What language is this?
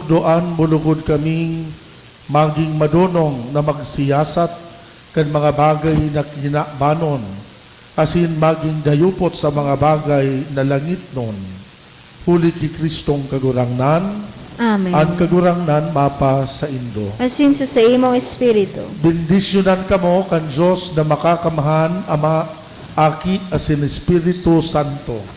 Bikol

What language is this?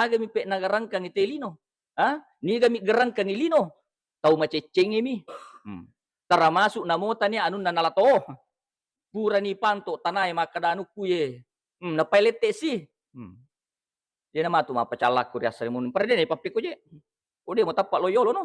Buginese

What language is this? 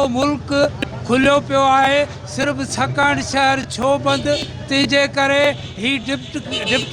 Sindhi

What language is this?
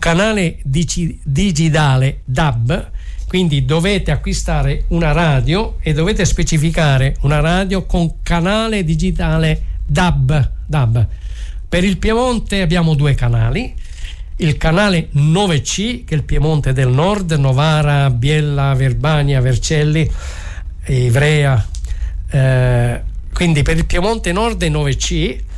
Italian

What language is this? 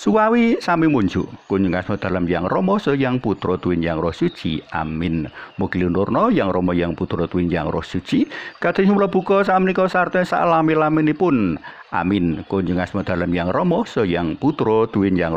Javanese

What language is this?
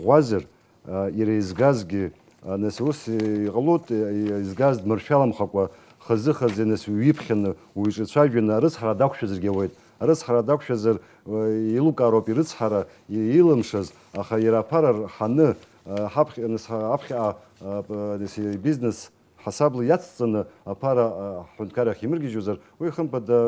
Abkhazian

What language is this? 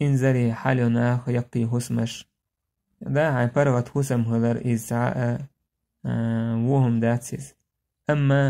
Chechen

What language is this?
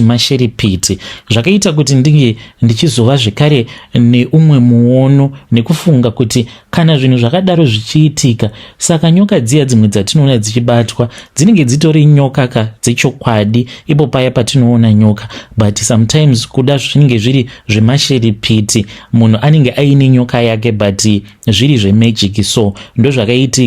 Shona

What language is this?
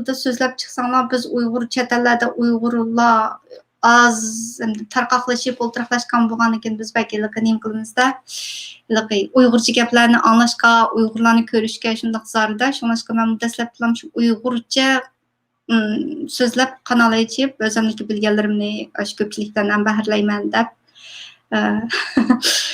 Uyghur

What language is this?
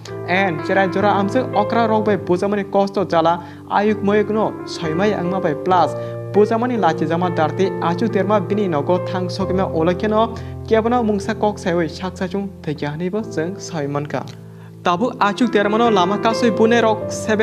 Kok Borok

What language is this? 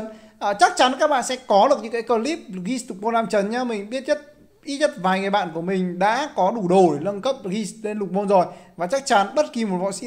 Vietnamese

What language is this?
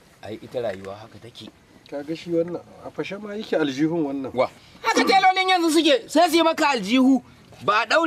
Hausa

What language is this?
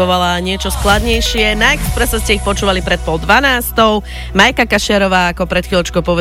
Slovak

